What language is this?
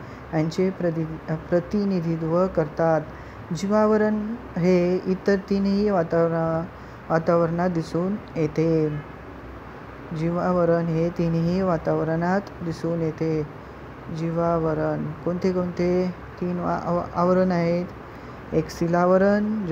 Marathi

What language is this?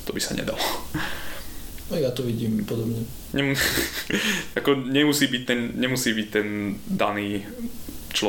Slovak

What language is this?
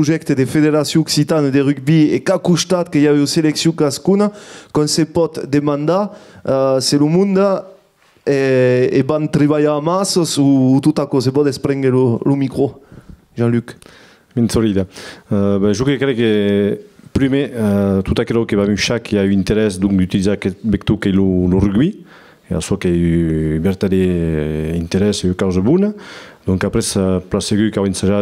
Occitan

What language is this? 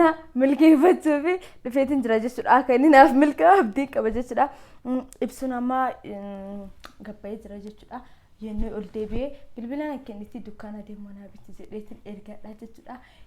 Oromo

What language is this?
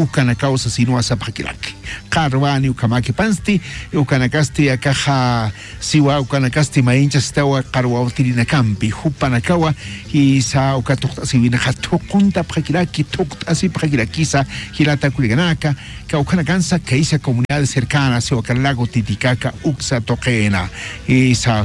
Aymara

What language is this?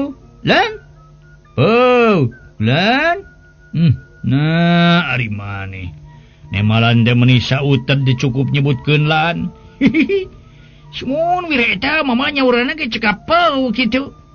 Sundanese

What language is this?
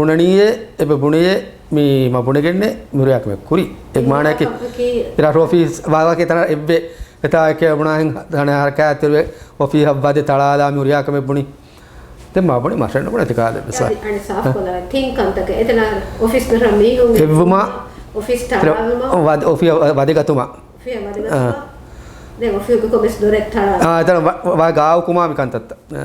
Divehi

